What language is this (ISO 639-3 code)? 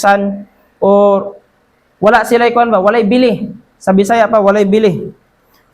ceb